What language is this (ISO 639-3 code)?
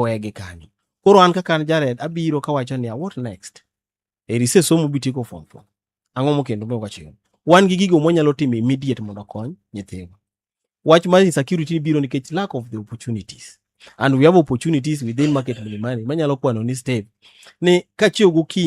luo